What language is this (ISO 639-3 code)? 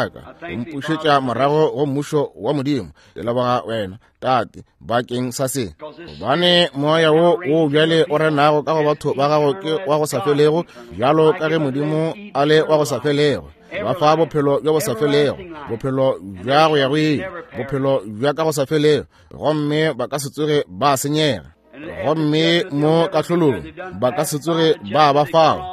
nso